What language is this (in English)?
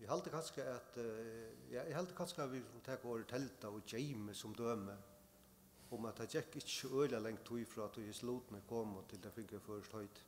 Faroese